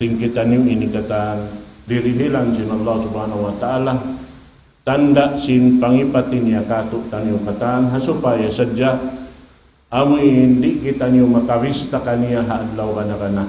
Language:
Tausug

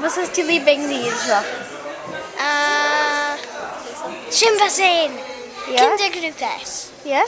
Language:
Yiddish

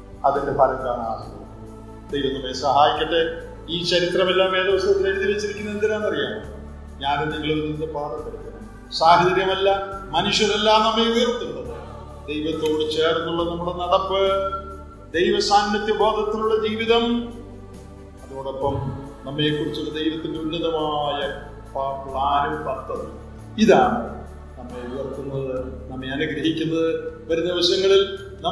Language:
Malayalam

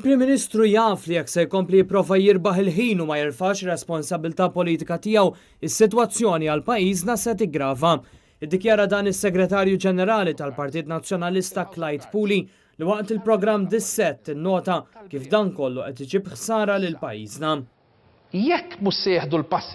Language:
Maltese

